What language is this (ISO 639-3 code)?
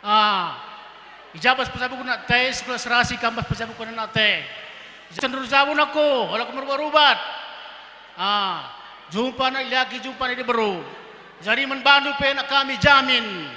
btx